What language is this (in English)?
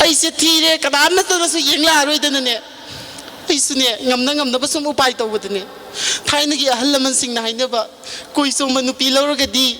Manipuri